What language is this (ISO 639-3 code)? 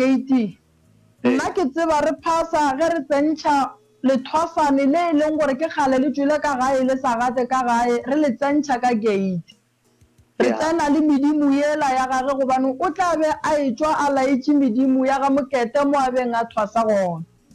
nso